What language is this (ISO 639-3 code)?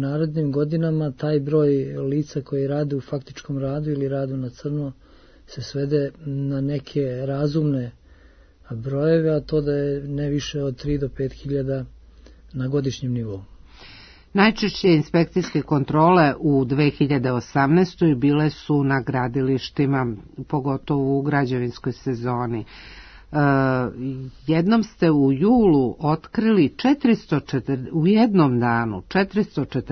srp